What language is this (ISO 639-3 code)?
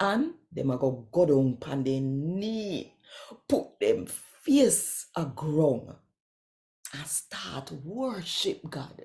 jam